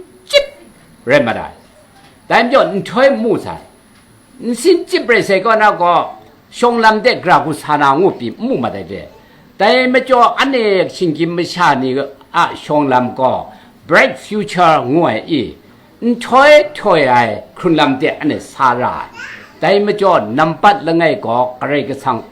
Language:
Kachin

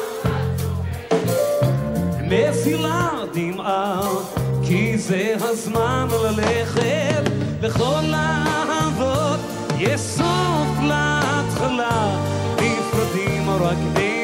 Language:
Hebrew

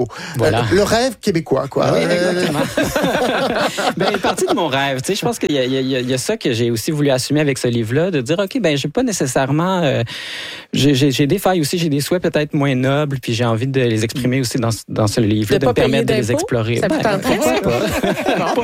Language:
French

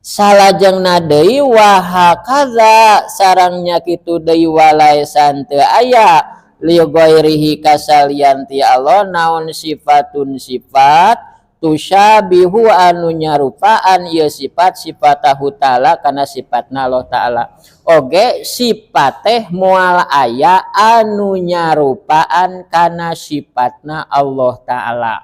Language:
Sundanese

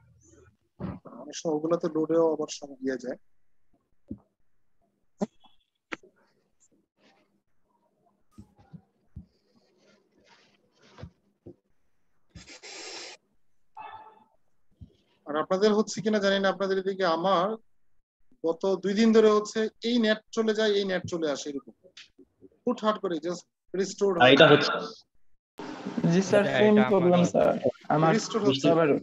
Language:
Bangla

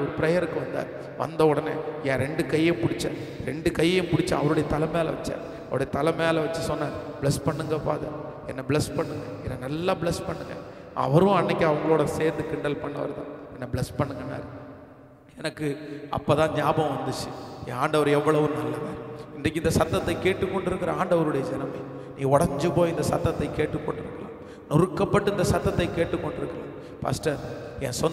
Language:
Tamil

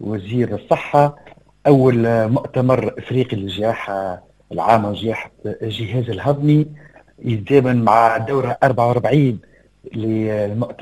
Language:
Tunisian Arabic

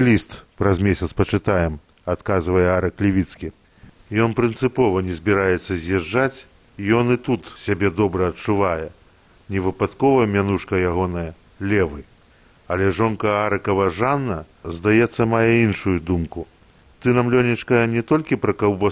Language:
Belarusian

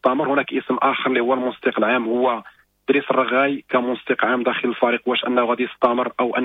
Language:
Moroccan Arabic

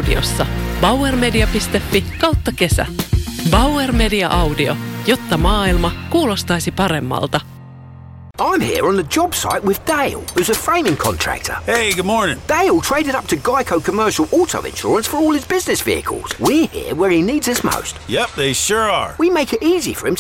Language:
Finnish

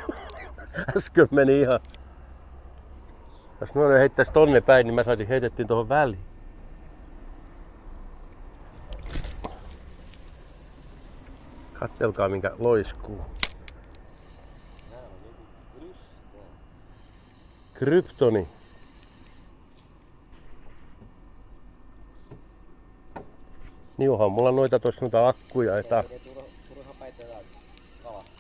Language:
Finnish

